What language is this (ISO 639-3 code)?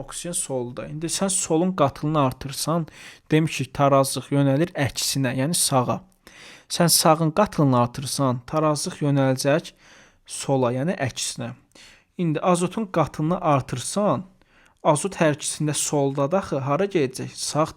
aze